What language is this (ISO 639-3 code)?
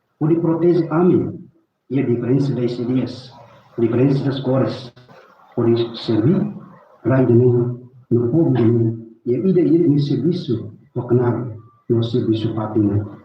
tet